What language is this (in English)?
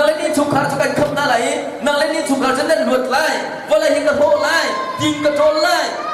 Hakha Chin